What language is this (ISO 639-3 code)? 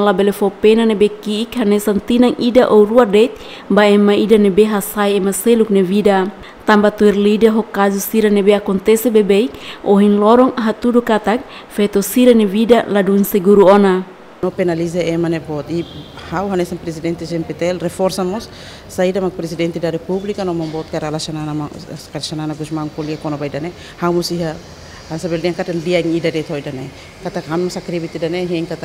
tet